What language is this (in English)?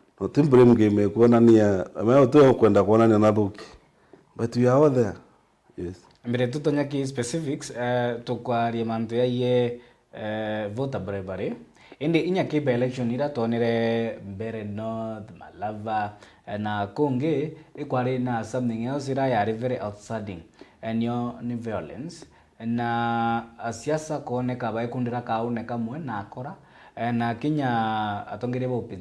Meru